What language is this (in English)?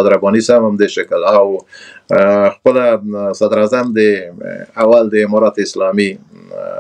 Pashto